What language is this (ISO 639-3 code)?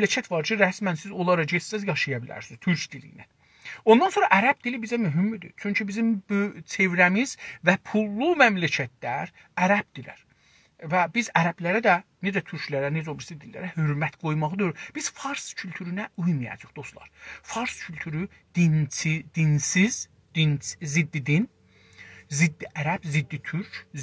azb